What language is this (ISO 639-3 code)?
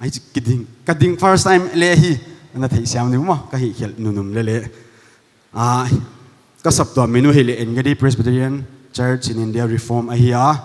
pck